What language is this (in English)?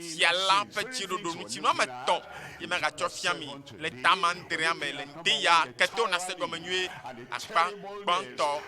Ewe